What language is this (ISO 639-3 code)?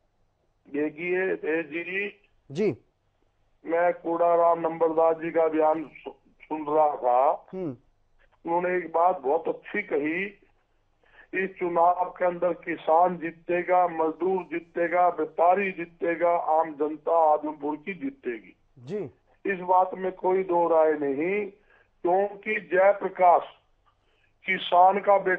hin